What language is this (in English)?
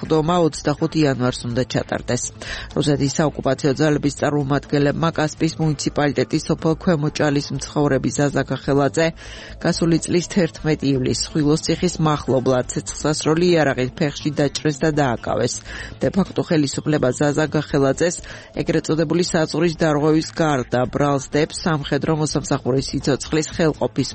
Georgian